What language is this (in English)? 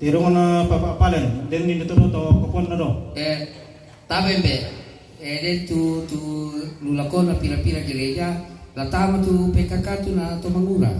Toraja-Sa'dan